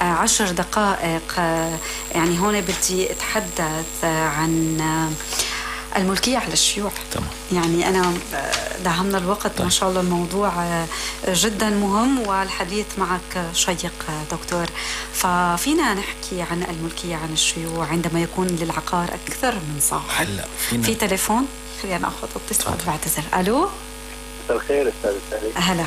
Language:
North Levantine Arabic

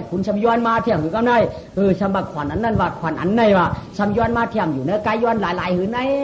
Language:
Shan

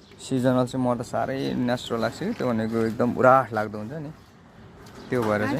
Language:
Nepali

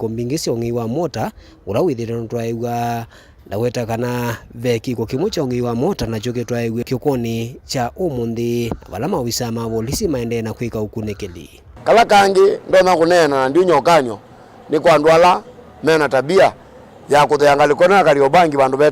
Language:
Kamba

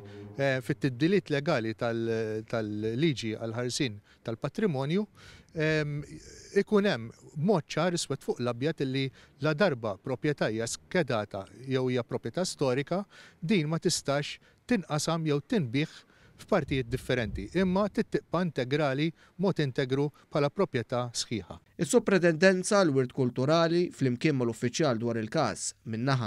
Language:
Maltese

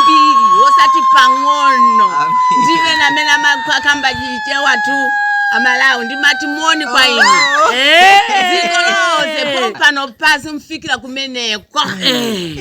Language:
Shona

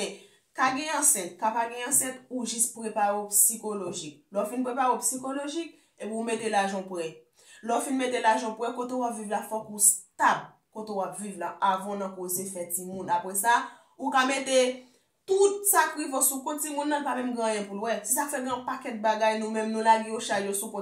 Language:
Haitian Creole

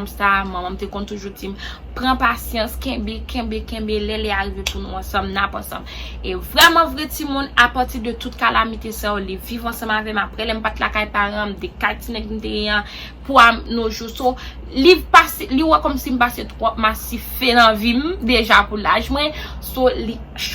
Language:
Haitian Creole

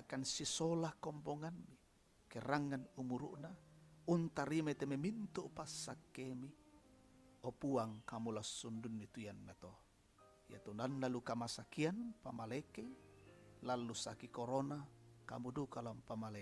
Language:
Toraja-Sa'dan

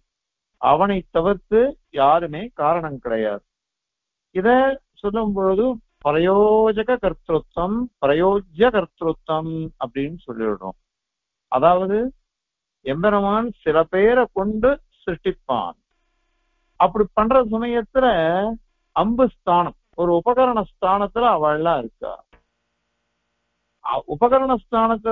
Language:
Tamil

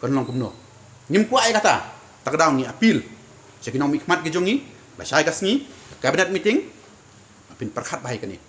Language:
Khasi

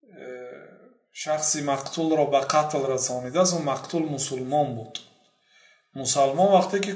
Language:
Persian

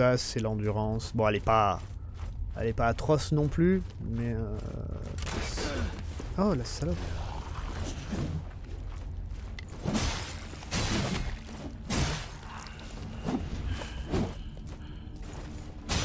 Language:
French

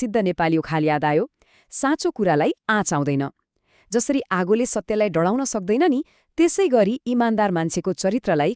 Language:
Nepali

